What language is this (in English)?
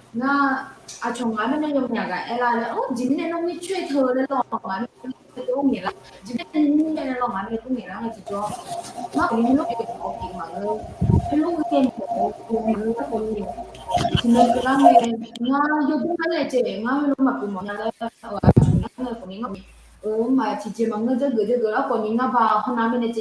Akha